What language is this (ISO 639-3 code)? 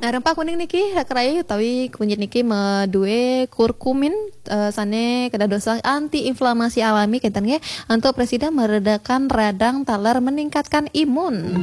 ban